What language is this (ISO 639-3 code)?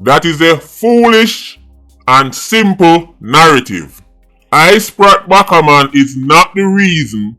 jam